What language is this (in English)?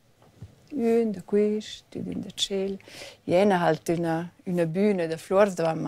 Romansh